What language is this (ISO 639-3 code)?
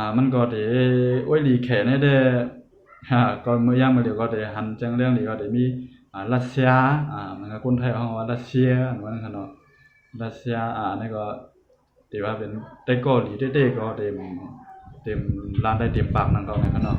shn